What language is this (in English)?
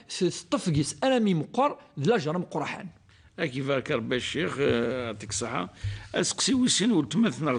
Kabyle